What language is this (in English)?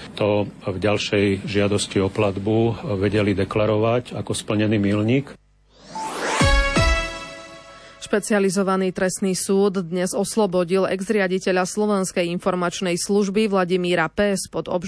Slovak